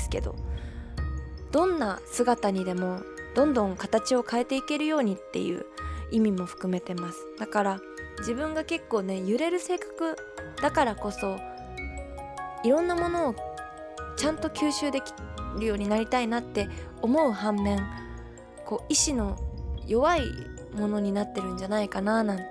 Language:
Japanese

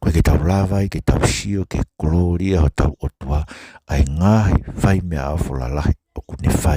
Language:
Tongan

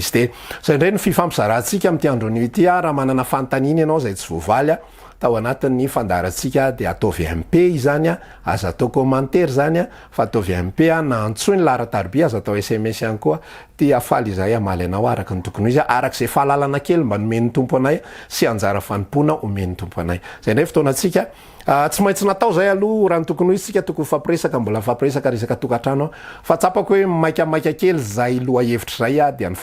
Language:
Malagasy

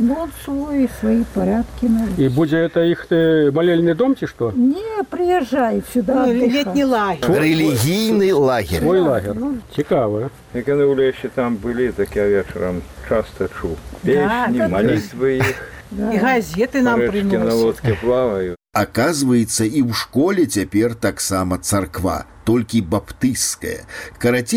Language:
Belarusian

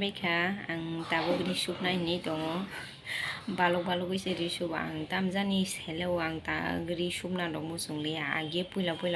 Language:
Kok Borok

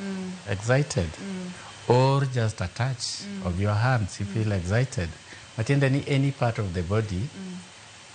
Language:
Luo (Kenya and Tanzania)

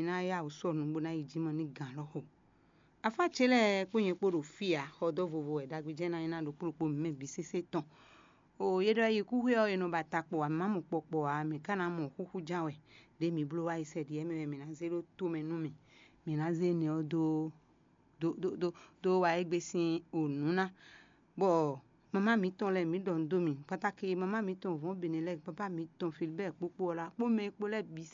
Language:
Fon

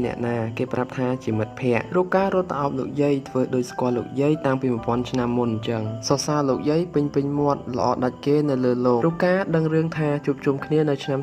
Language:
Khmer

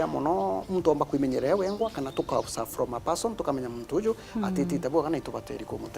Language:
Meru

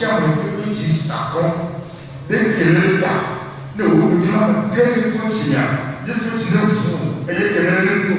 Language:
Ewe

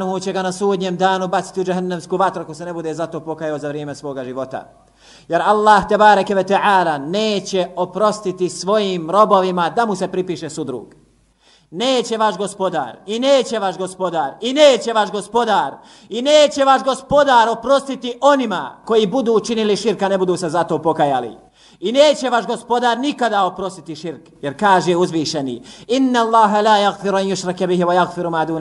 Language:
Bosnian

